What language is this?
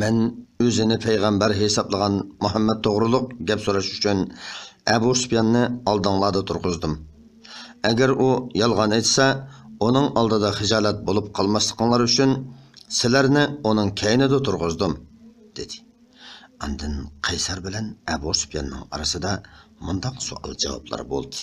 Uyghur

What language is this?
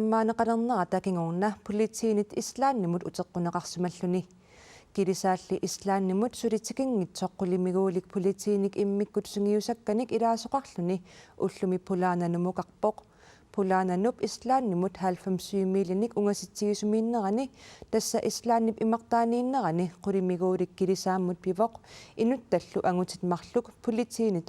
Kalaallisut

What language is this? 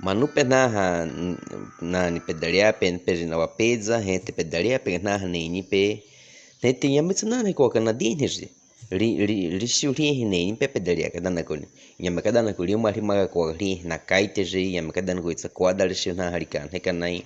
Baniwa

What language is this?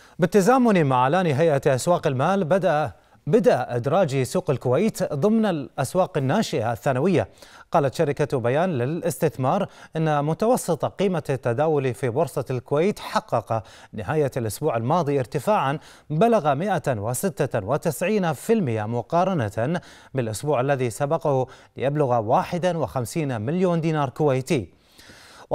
Arabic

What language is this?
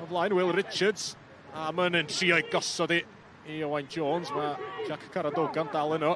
Welsh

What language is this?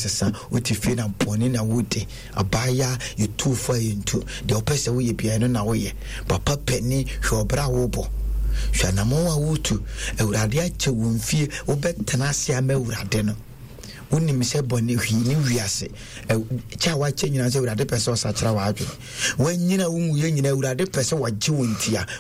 Akan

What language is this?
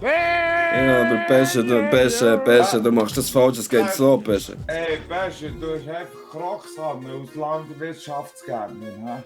Swiss German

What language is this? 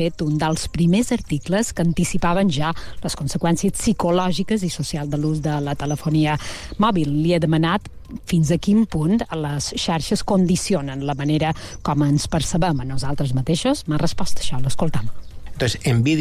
Catalan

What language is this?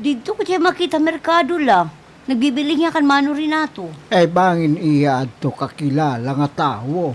Waray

